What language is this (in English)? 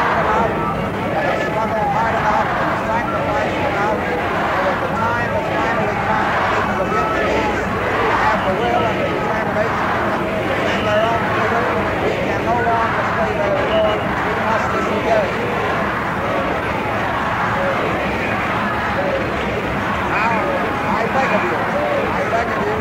English